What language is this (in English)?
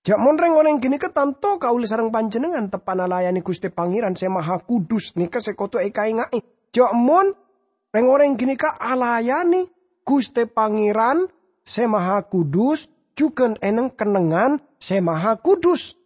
Madurese